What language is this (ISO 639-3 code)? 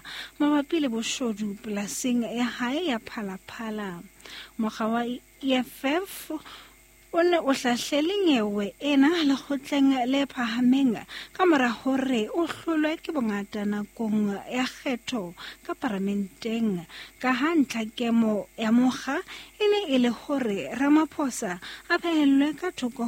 sot